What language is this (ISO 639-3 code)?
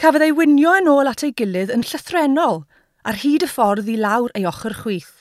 cym